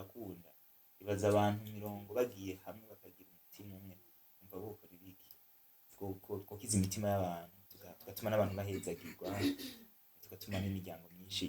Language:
Rundi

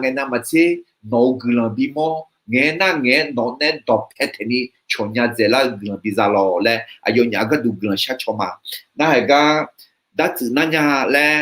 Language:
Akha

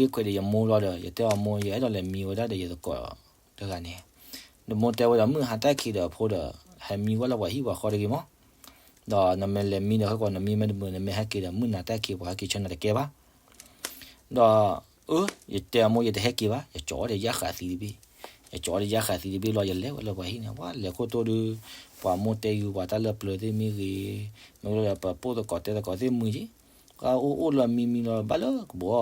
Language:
S'gaw Karen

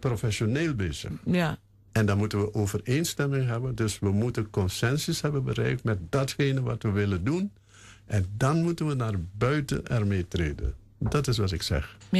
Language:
Dutch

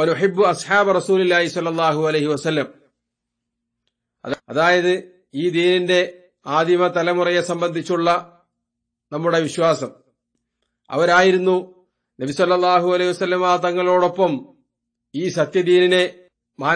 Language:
Malayalam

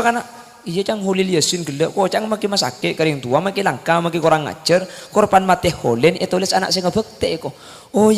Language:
Madurese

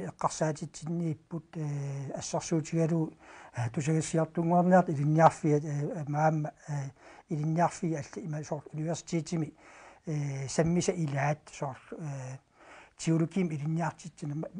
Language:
Kalaallisut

